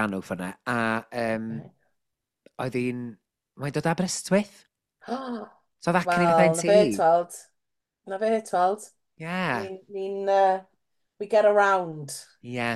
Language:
Welsh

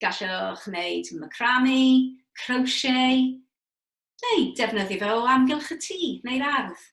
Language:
Welsh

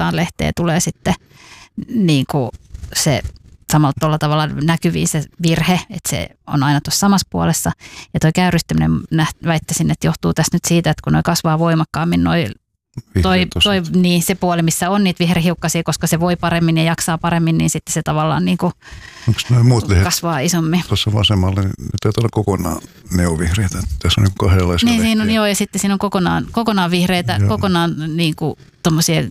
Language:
Finnish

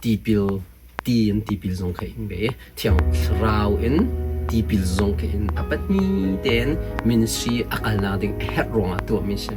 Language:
Hakha Chin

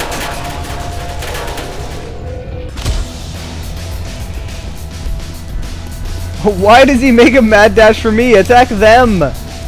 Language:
English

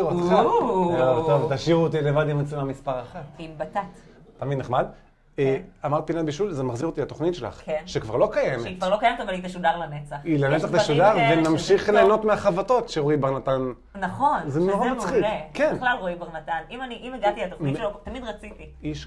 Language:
Hebrew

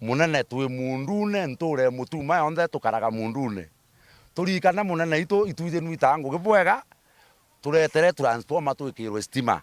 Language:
Meru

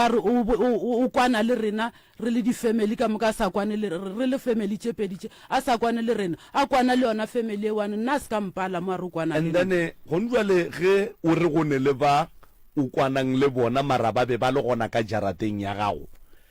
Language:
Northern Sotho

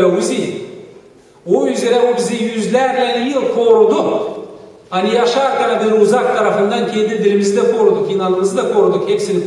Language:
Gagauz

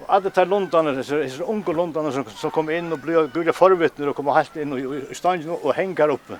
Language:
Faroese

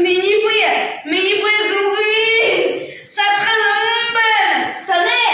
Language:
Buriat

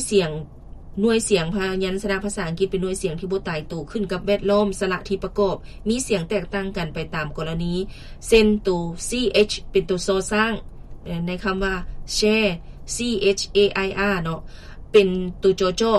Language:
Lao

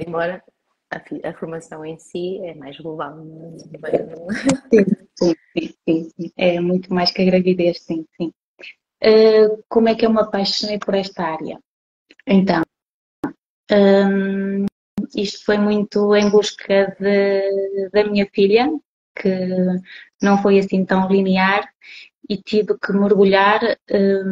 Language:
Portuguese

